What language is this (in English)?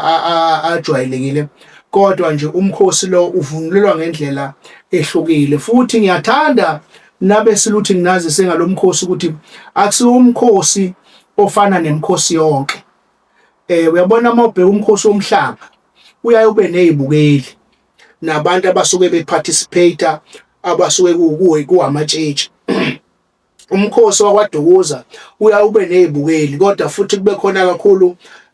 Zulu